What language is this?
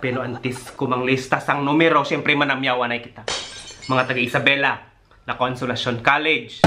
Hiligaynon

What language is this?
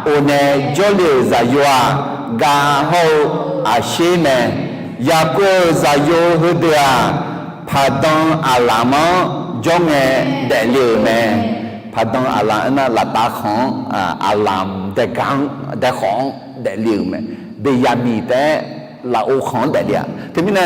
Akha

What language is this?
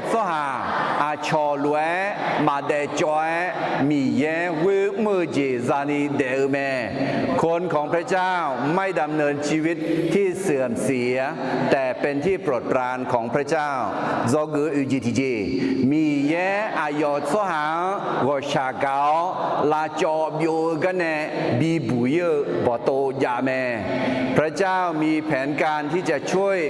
Akha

